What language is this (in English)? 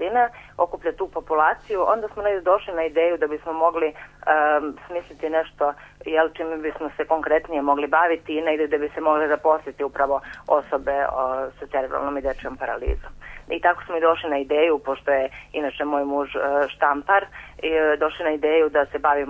Serbian